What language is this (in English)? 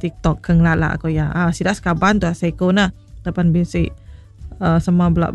Iban